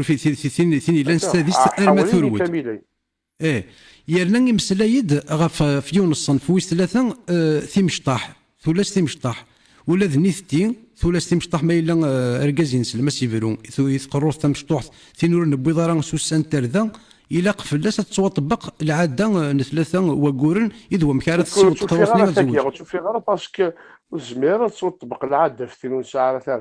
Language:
Kabyle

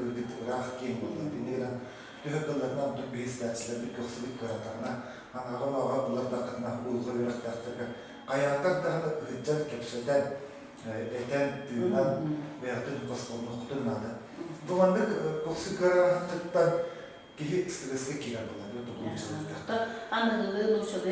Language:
Yakut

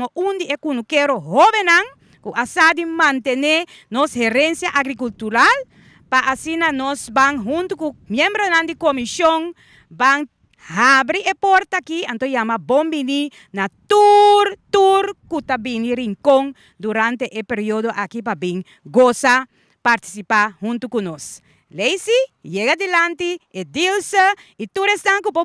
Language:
Papiamento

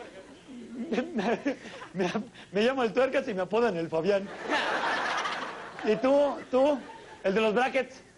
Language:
Spanish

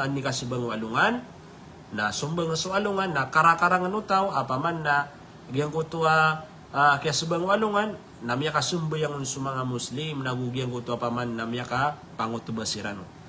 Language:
Maranao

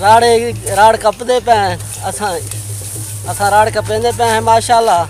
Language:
Saraiki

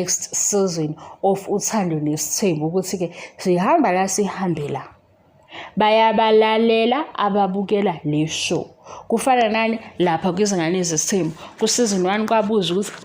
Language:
Zulu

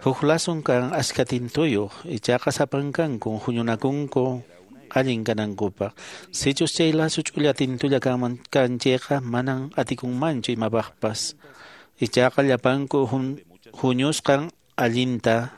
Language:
Quechua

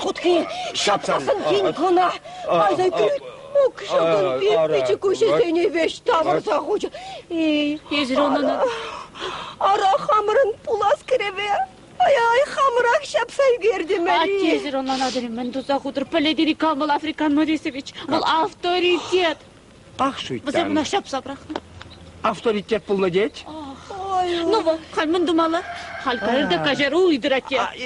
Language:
Chuvash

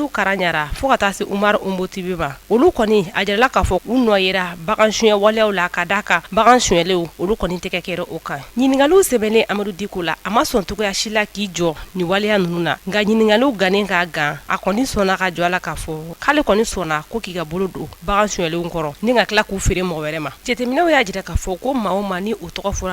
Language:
Bambara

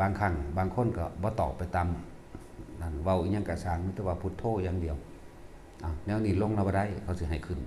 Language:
Northeastern Thai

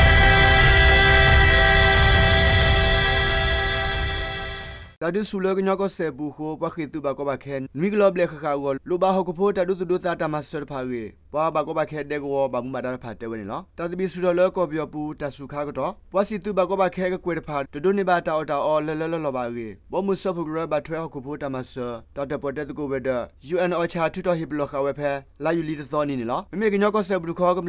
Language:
S'gaw Karen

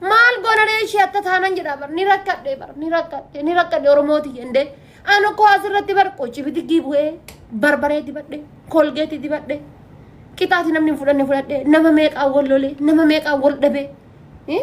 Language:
Oromo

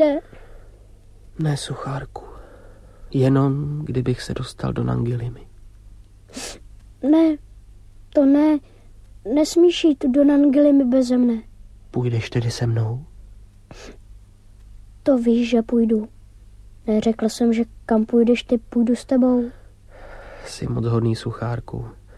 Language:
Czech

